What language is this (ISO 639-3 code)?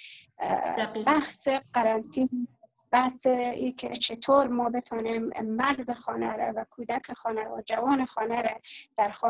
fas